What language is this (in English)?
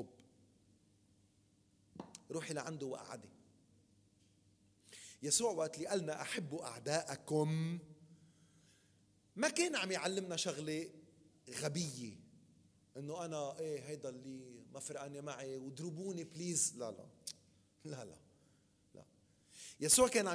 North Levantine Arabic